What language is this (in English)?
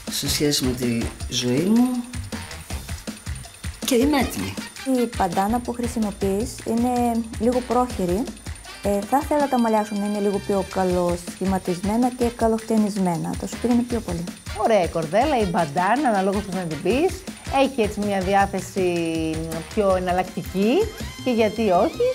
Greek